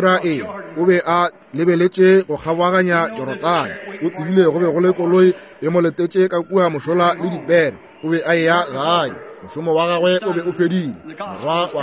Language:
Northern Sotho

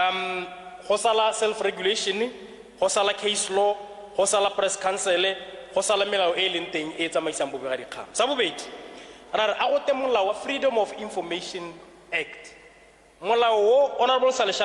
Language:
Tswana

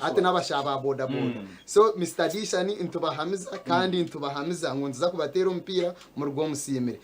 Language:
Nyankole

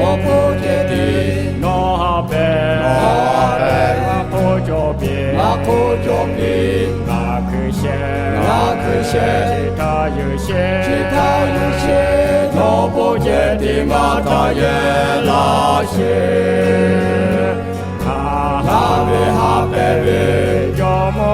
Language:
Lahu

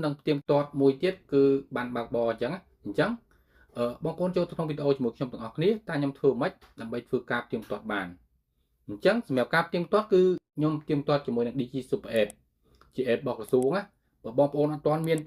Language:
Khmer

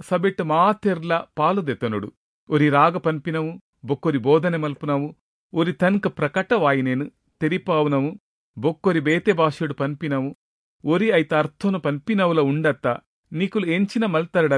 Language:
Tulu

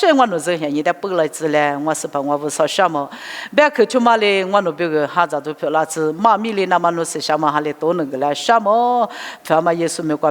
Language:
Lisu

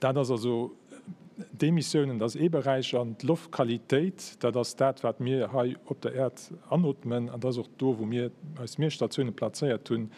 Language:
Luxembourgish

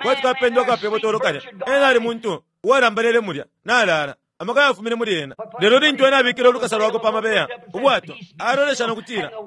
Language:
Bemba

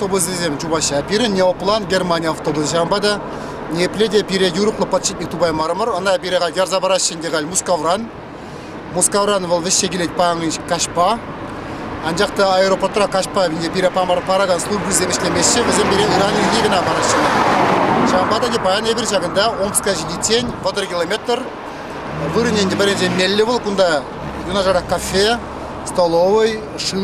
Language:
Chuvash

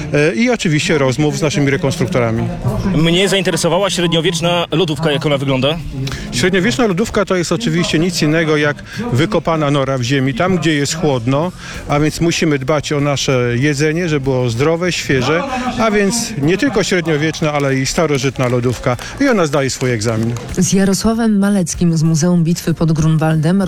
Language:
Polish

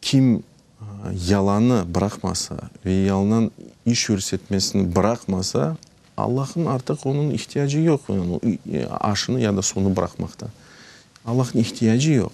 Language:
Crimean Tatar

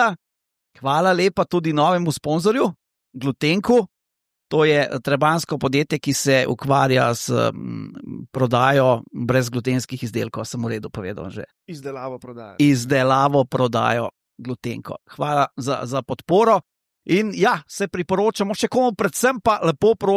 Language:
Slovenian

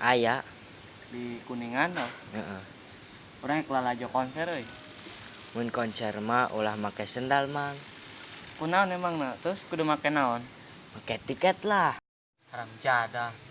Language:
Sundanese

